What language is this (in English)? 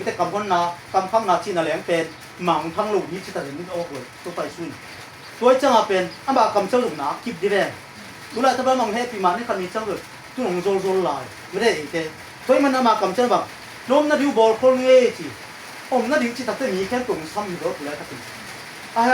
Tedim Chin